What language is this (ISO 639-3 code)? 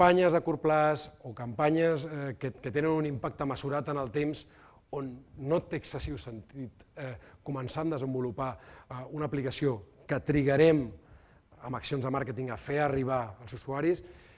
cat